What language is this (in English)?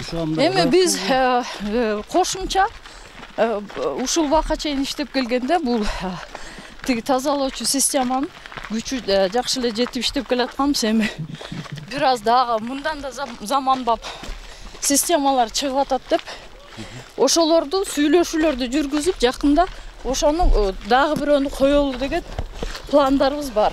Kyrgyz